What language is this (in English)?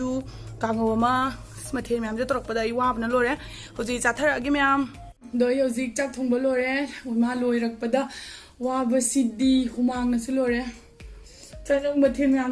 Manipuri